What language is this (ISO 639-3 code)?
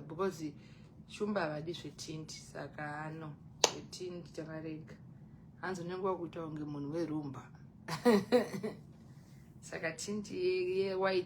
sna